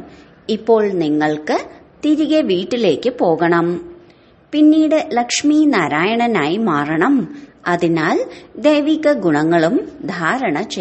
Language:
Malayalam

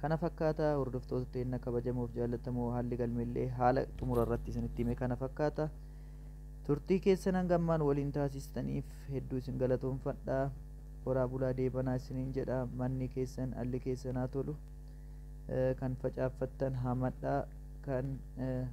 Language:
Oromo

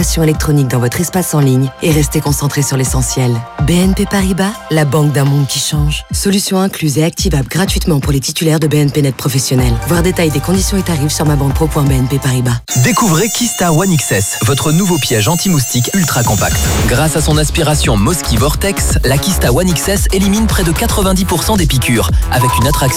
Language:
French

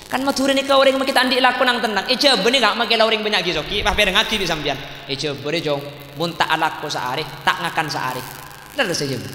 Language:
Madurese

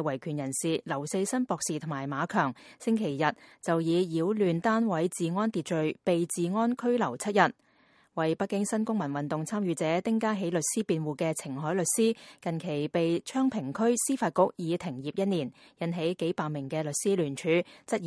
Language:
Cantonese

